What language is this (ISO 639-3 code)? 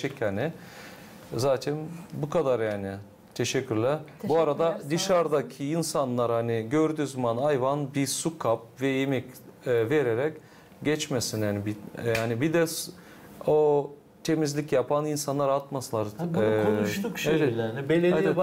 gag